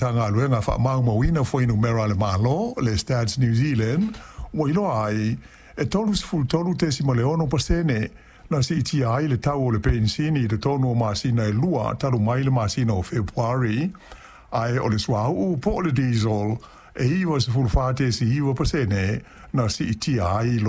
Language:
Samoan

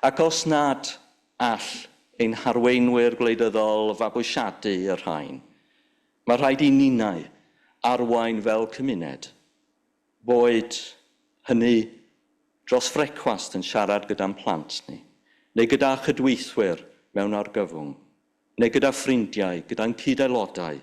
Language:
Welsh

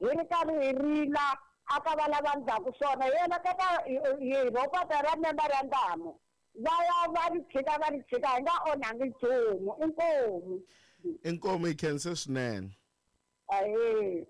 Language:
Tsonga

